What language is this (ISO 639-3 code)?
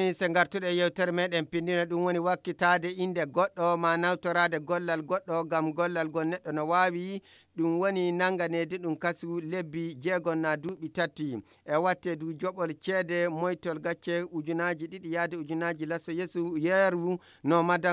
ful